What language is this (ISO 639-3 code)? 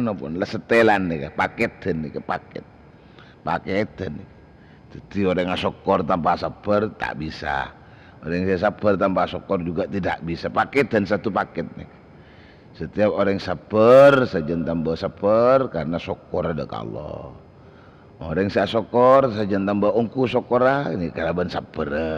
mad